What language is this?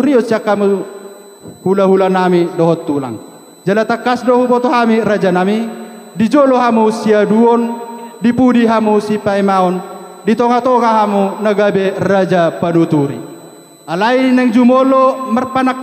Batak Toba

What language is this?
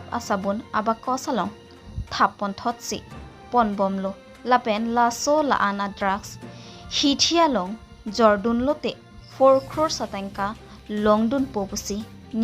Karbi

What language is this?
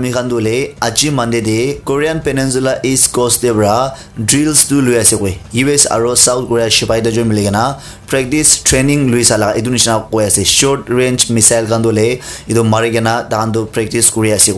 Naga Pidgin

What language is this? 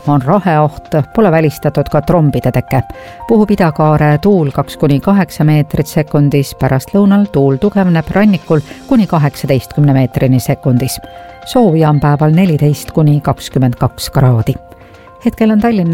Estonian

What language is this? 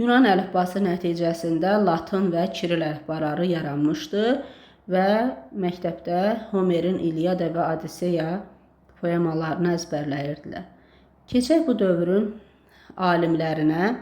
Azerbaijani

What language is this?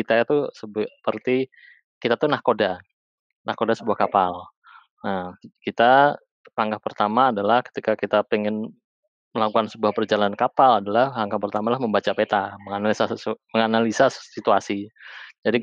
Indonesian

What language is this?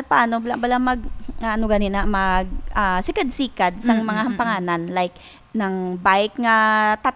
Hiligaynon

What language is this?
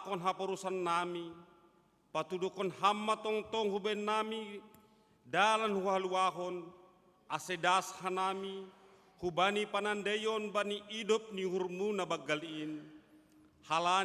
Batak Simalungun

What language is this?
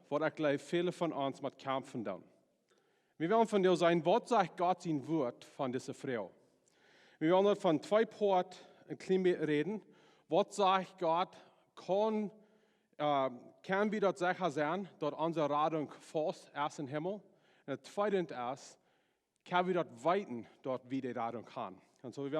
Plautdietsch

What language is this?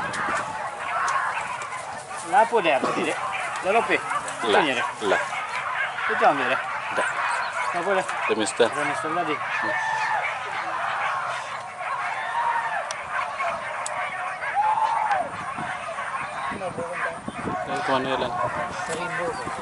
Malay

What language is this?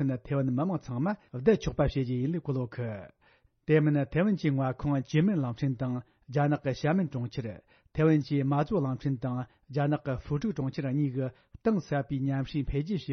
Tibetan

